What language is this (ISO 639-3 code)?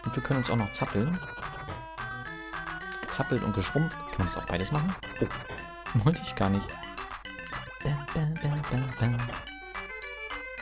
deu